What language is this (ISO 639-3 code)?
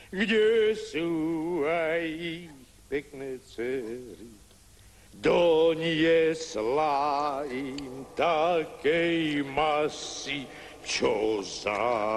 slk